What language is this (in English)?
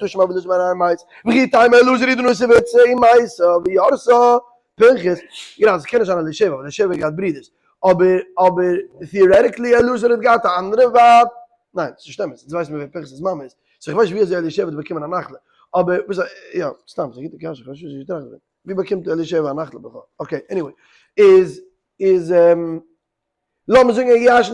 Yiddish